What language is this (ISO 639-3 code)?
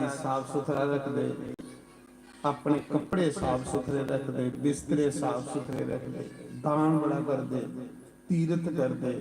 doi